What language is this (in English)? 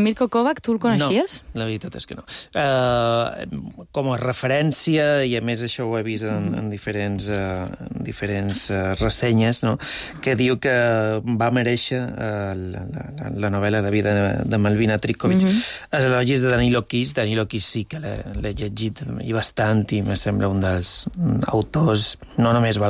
Catalan